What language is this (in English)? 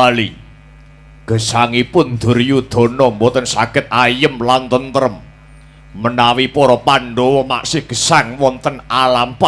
Javanese